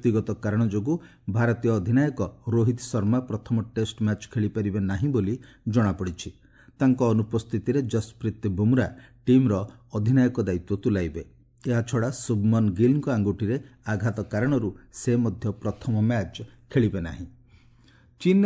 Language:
Odia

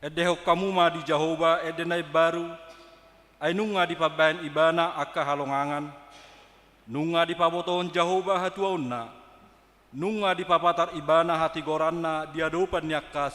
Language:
Batak Toba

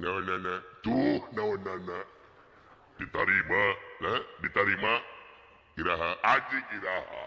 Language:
Sundanese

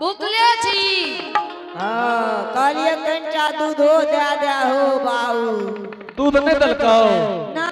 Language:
Angika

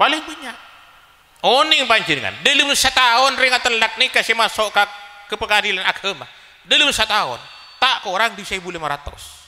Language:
Madurese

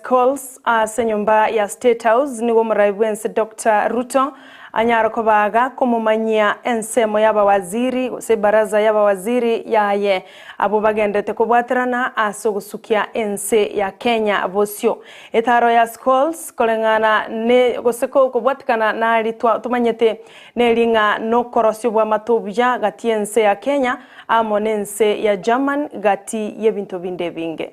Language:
Gusii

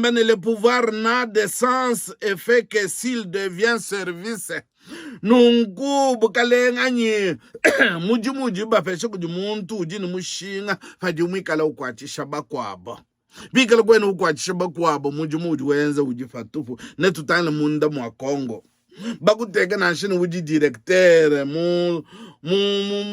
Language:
Luba-Lulua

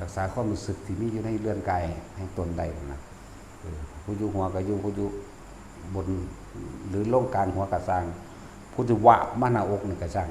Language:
Northeastern Thai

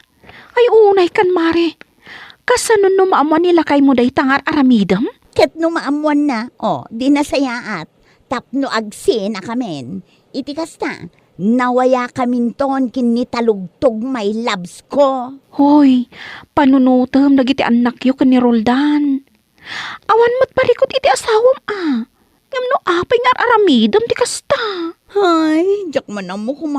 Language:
Iloko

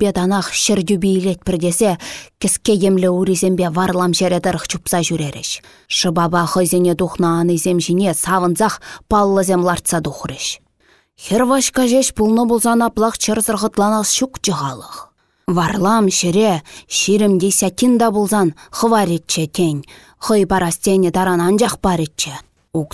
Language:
Chuvash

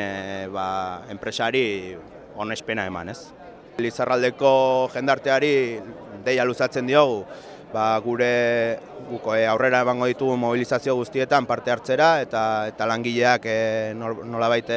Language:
Basque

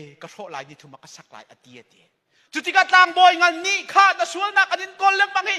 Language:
Hakha Chin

